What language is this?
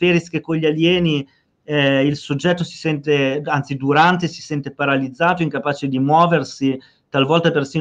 Italian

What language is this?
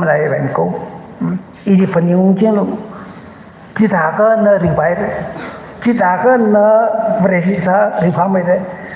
Tangkhul Naga (India)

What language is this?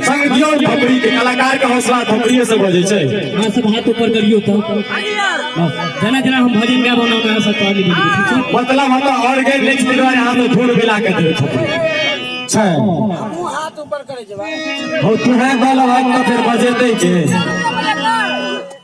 Maithili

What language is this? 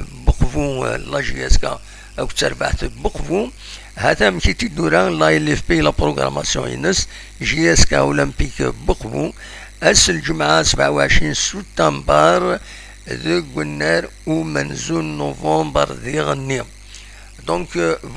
Kabyle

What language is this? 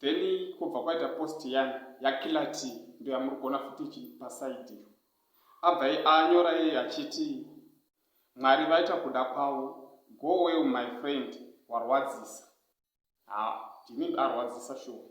Shona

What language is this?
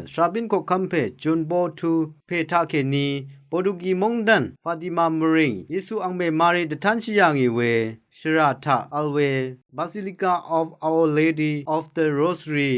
Rawang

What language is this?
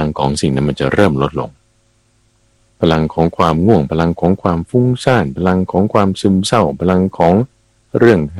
Thai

